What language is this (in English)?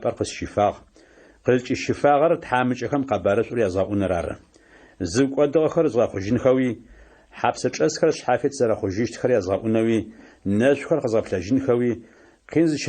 Adyghe